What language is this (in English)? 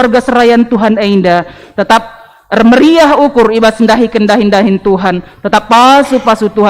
Batak Karo